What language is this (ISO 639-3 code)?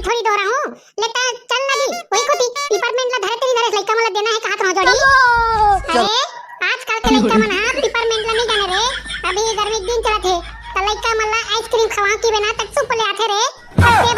hne